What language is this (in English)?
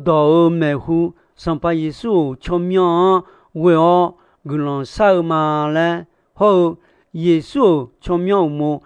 Akha